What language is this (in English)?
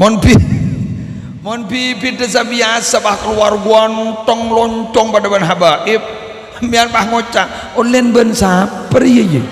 Madurese